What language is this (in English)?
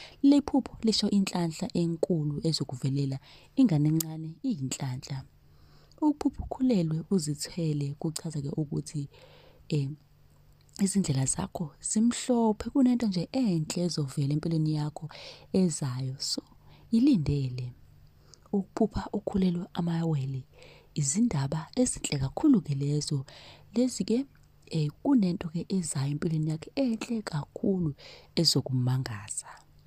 Zulu